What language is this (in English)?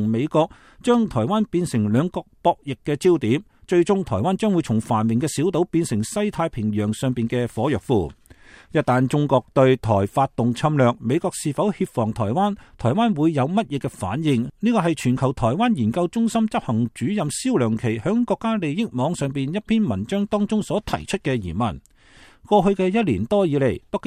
Cantonese